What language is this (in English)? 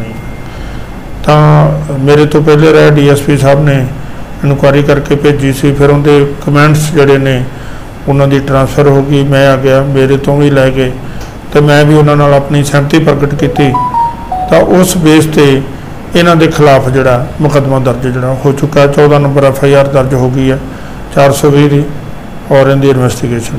Punjabi